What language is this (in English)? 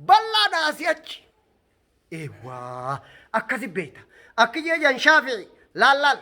Oromo